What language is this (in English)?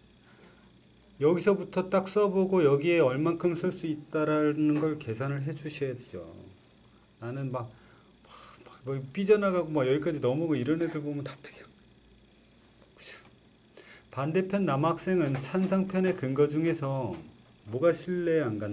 Korean